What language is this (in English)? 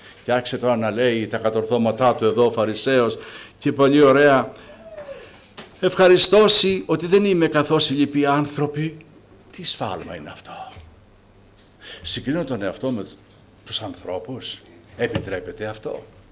Greek